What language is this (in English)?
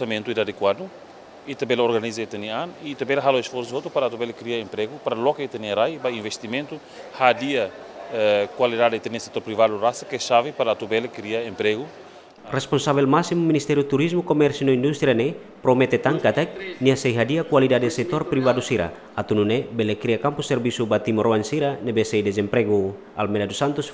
Tetum